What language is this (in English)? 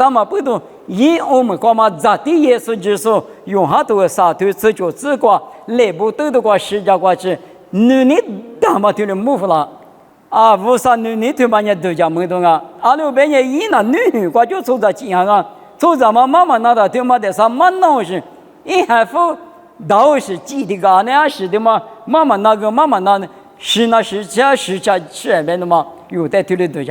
Lisu